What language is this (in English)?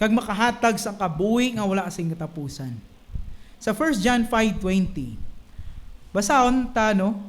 Hiligaynon